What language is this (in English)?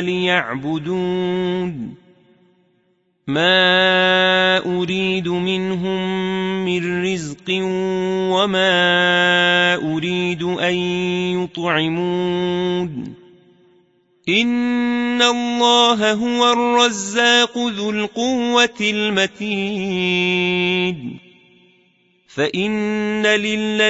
Arabic